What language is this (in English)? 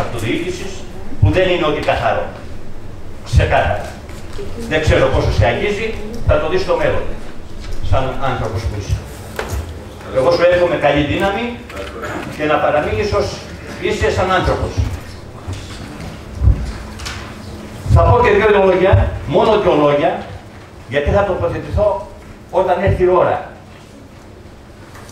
Greek